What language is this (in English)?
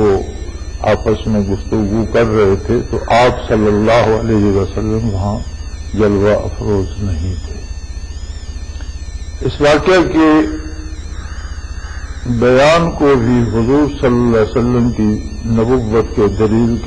Urdu